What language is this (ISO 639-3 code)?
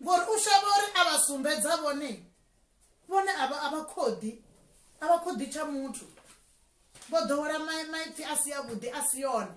ven